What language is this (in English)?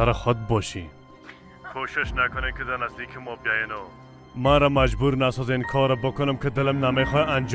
Persian